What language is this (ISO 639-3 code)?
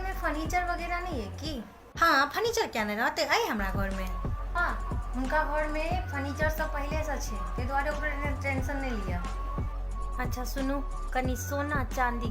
mai